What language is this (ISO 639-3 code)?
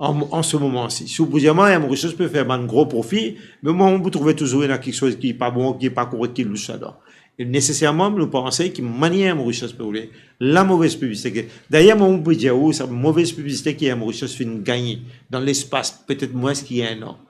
mfe